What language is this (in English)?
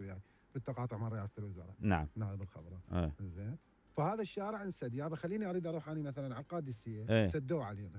Mesopotamian Arabic